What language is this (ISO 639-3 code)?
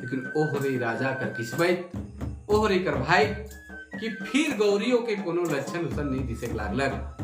sck